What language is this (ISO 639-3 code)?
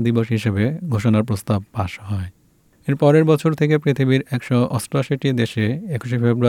ben